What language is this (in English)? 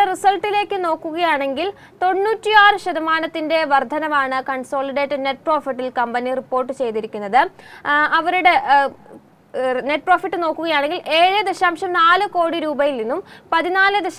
Malayalam